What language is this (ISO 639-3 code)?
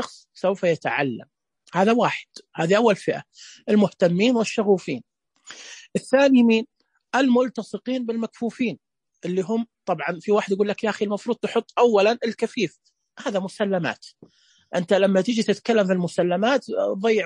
ars